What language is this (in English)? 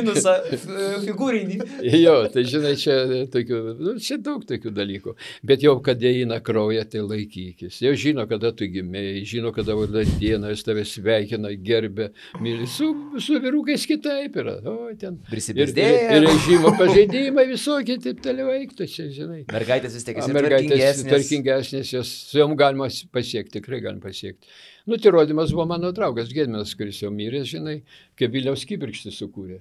Lithuanian